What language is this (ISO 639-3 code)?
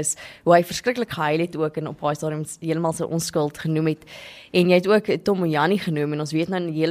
afr